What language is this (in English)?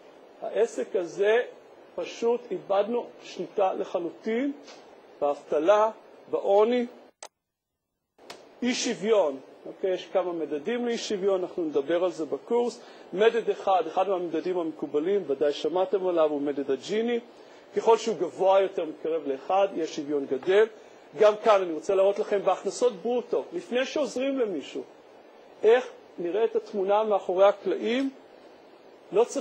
Hebrew